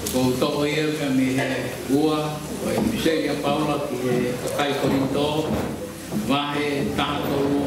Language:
Tongan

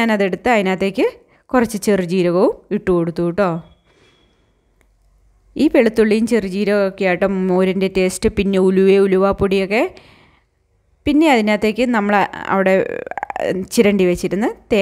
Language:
Malayalam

